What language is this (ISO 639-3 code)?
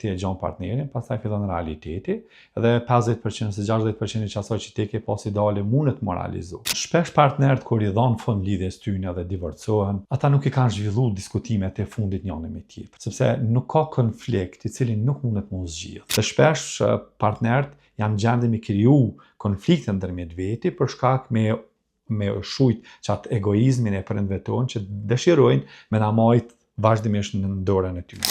sqi